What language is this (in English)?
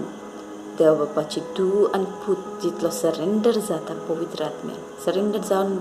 Konkani